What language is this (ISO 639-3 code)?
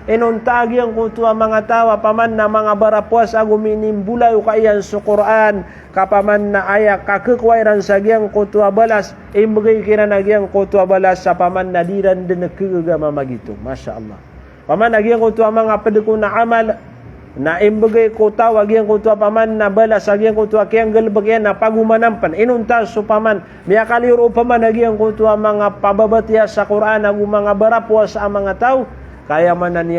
mrw